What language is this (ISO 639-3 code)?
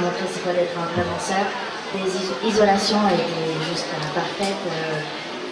fra